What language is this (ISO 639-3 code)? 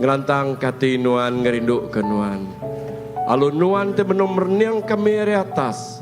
iba